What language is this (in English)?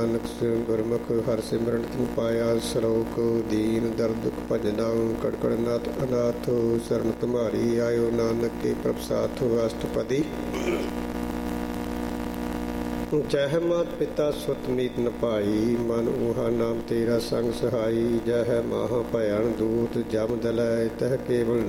Punjabi